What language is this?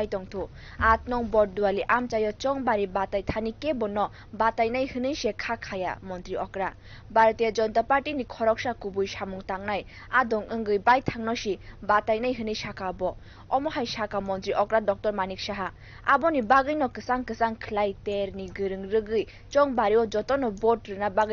Kok Borok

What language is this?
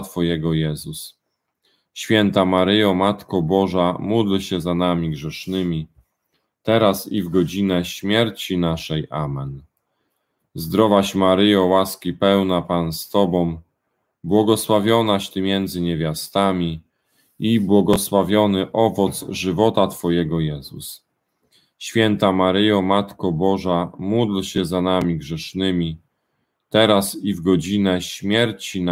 Polish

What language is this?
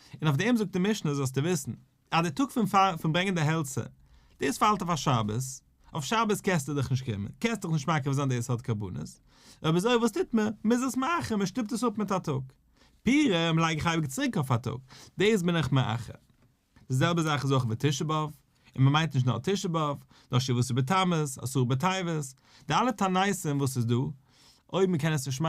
Yiddish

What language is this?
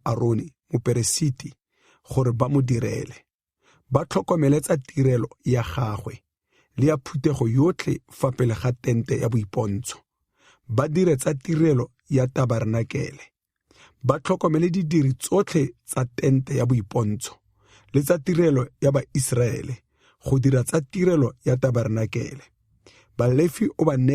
Tswana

